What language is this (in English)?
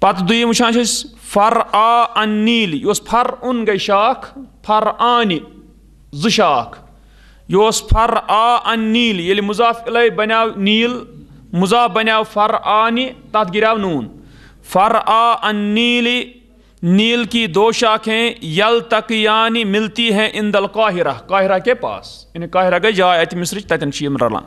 Kashmiri